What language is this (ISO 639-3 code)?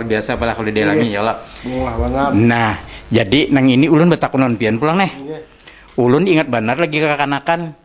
bjn